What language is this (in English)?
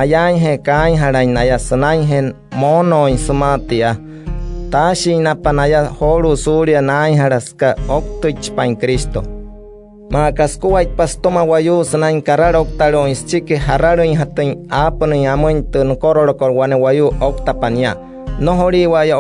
Wayuu